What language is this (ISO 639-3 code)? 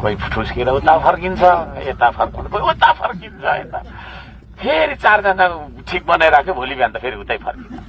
nep